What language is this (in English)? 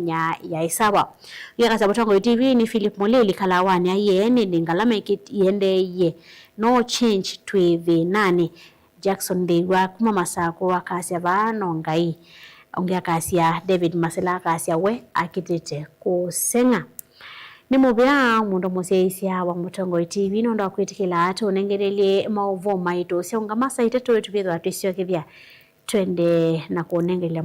Kamba